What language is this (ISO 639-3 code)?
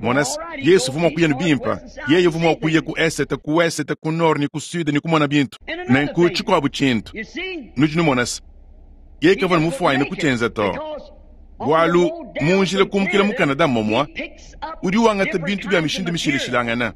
lua